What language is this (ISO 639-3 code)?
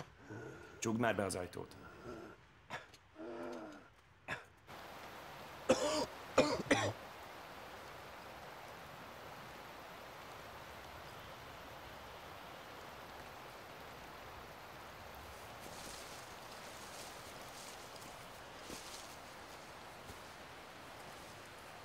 hun